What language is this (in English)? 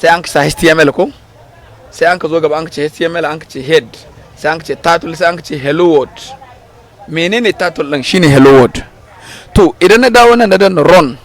Hausa